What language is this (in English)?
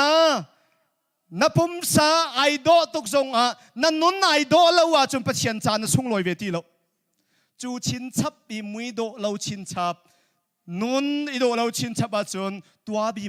Hakha Chin